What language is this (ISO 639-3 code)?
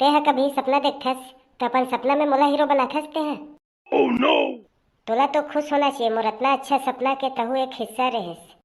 hne